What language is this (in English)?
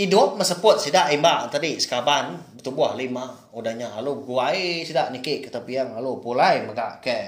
Iban